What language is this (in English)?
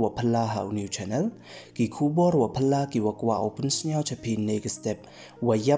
Pnar